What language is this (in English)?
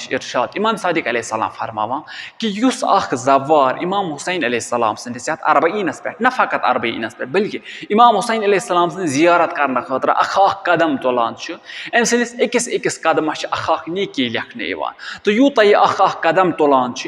Kashmiri